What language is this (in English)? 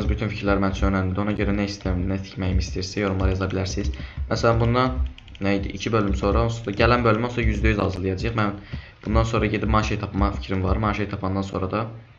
Azerbaijani